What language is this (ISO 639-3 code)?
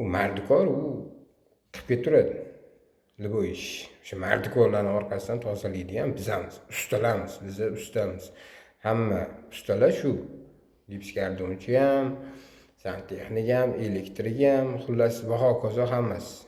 uzb